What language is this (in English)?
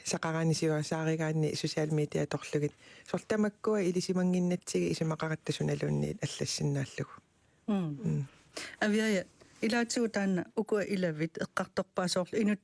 Kalaallisut